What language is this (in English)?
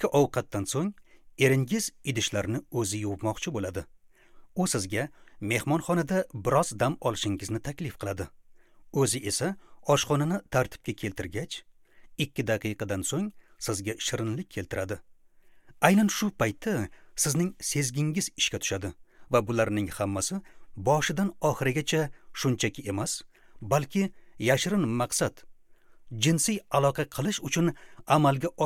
Uzbek